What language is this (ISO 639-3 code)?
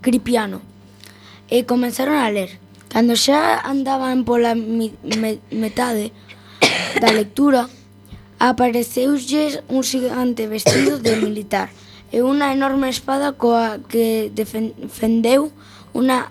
glg